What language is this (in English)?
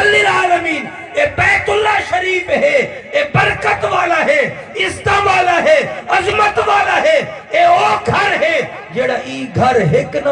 Saraiki